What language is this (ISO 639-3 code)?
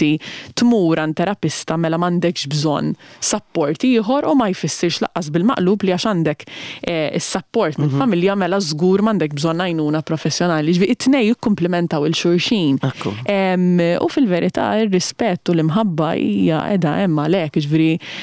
mlt